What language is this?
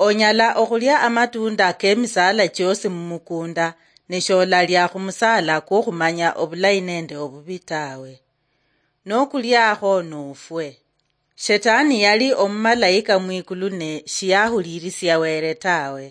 Luyia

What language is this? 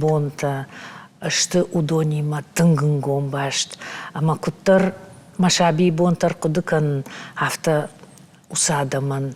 Ossetic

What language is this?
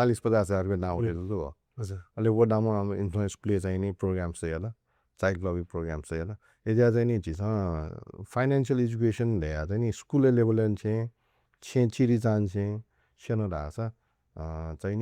Newari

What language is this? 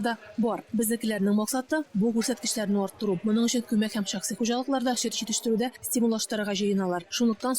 Tatar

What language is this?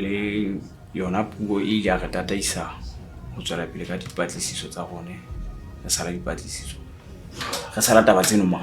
Southern Sotho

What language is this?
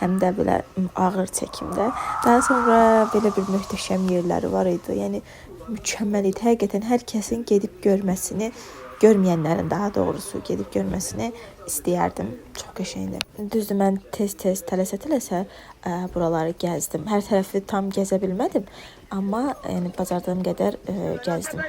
Azerbaijani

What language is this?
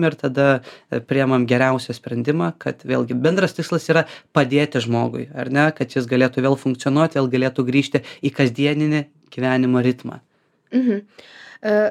Lithuanian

